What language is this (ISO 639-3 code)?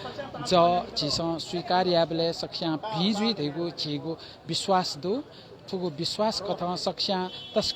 new